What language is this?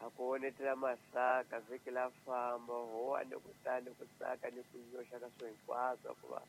Tsonga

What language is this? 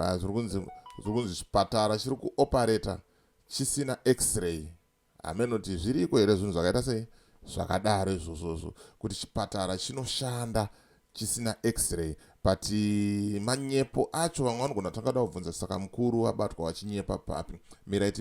Shona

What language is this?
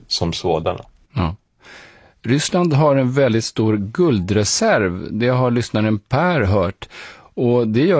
Swedish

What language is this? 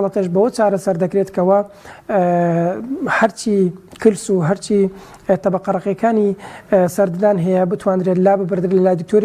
Central Kurdish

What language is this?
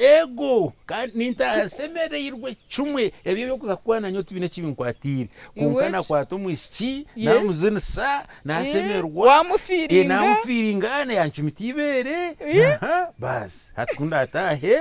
Nyankole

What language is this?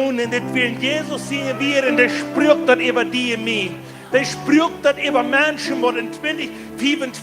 Plautdietsch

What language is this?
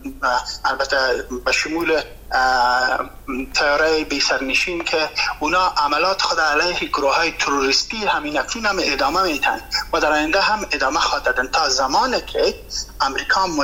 Persian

